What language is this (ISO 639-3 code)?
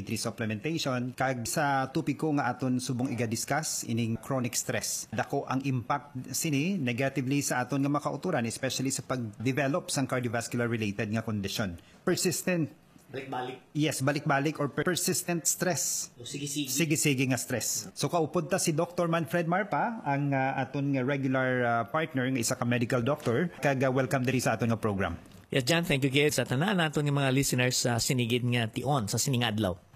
hil